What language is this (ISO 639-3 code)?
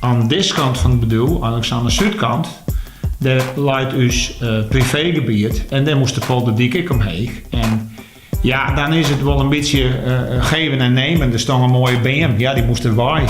fry